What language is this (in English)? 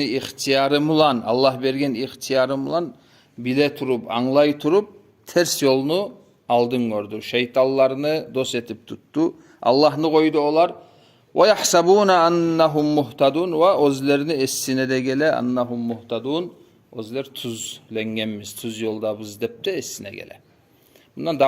Kumyk